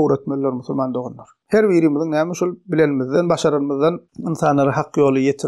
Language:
Turkmen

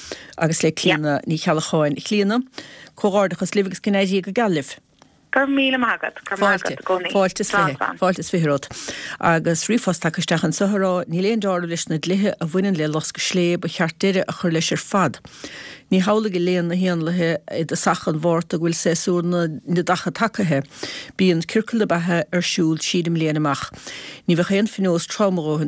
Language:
Irish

